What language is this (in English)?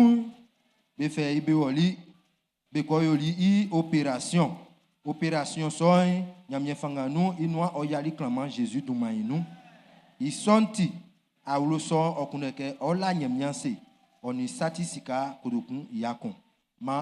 Baoulé